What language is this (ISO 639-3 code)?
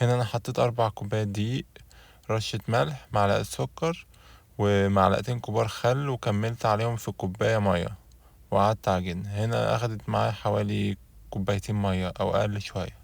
arz